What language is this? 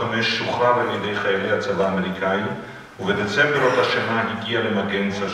Hebrew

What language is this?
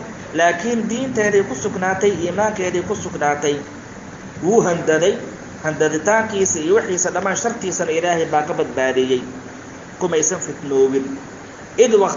Somali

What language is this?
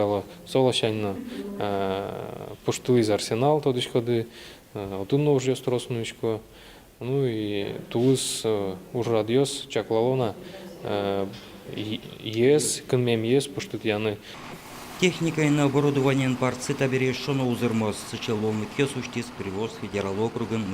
Udmurt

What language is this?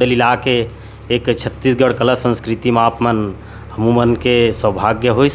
Chhattisgarhi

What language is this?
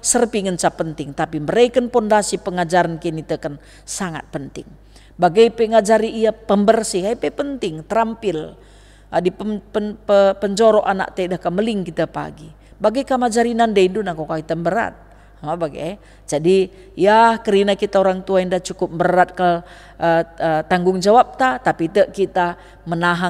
Batak Karo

